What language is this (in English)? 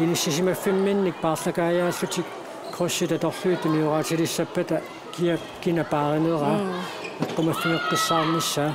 Kalaallisut